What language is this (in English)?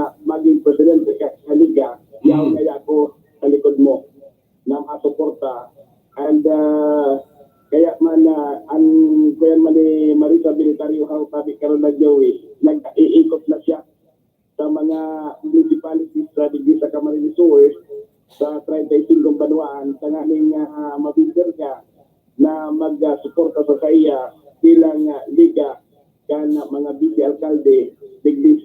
Bikol